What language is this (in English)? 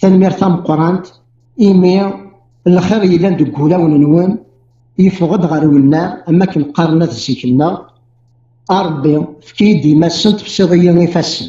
Kabyle